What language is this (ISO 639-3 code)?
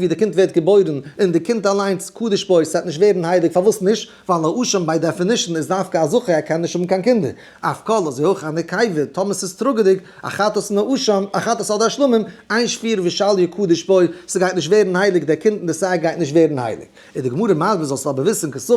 yid